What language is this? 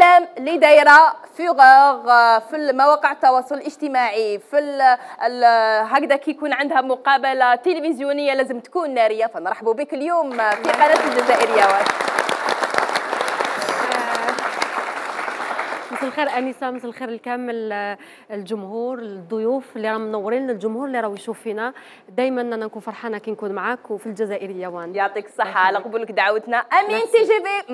Algerian Arabic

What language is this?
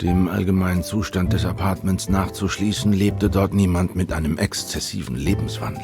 Swiss German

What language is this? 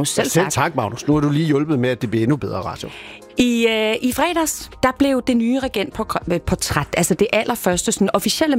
Danish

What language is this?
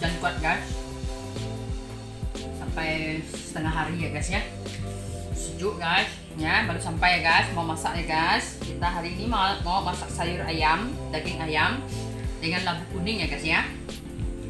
Indonesian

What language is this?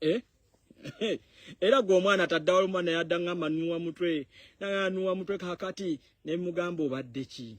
Ganda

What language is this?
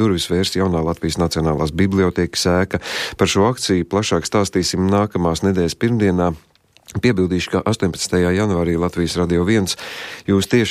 Latvian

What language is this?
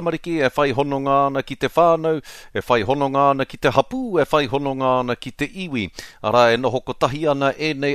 Māori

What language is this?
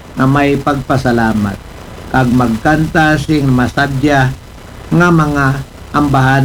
Aklanon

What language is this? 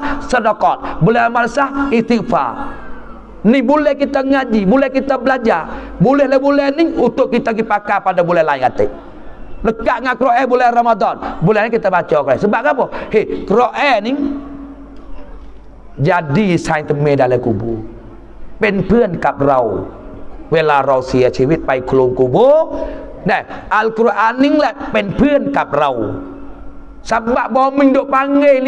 Pattani Malay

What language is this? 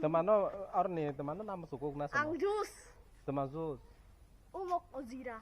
Kok Borok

